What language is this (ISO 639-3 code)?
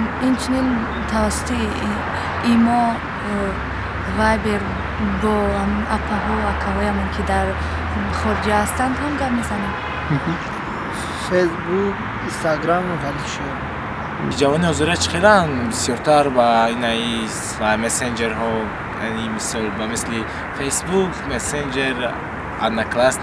tgk